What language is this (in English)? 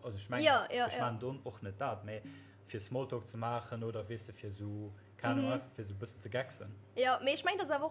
Luxembourgish